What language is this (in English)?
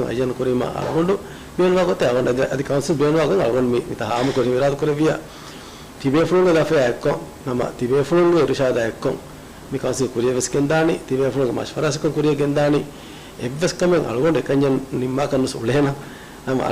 Divehi